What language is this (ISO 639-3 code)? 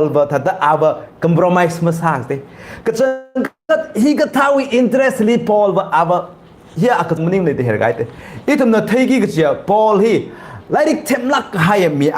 nmf